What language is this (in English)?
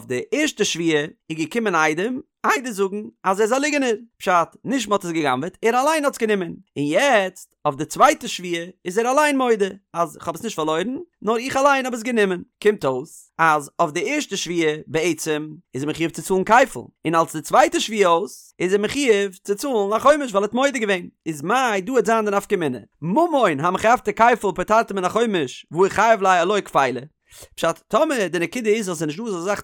Yiddish